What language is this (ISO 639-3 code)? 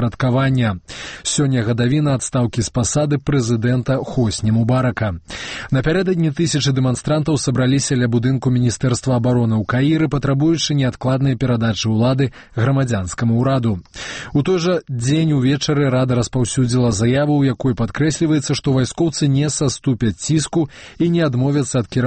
bel